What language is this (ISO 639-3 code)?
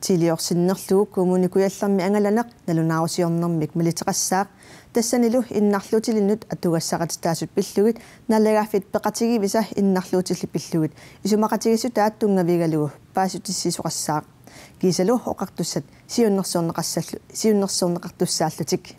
kal